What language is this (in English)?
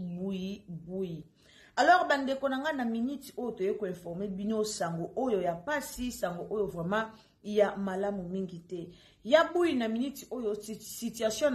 Lingala